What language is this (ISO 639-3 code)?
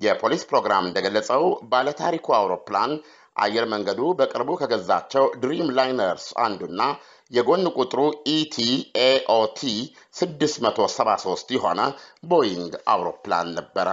amh